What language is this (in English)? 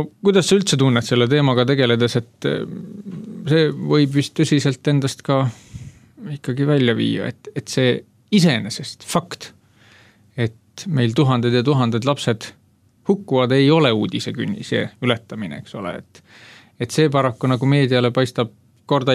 Estonian